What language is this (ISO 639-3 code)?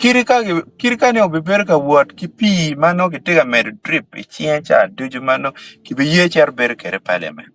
ach